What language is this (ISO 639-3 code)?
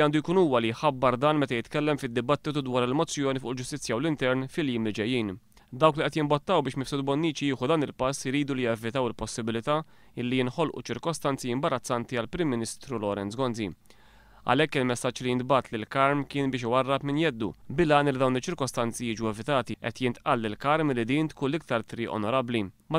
mlt